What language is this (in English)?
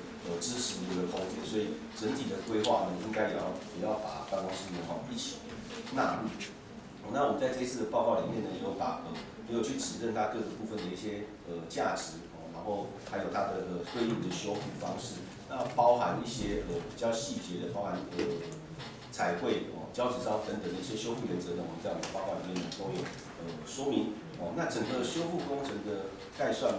Chinese